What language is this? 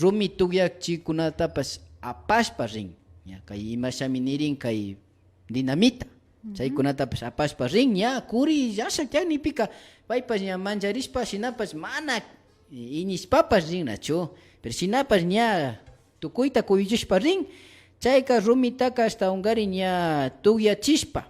Imbabura Highland Quichua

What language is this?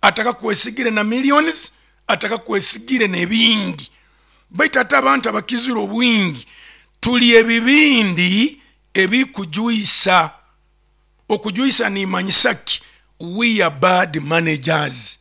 Nyoro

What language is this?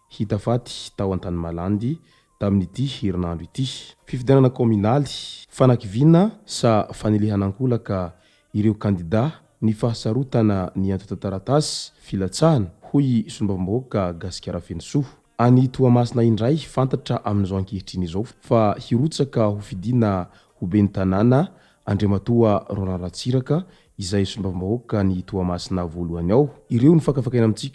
Malagasy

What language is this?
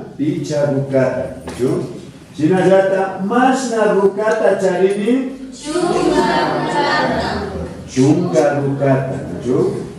Imbabura Highland Quichua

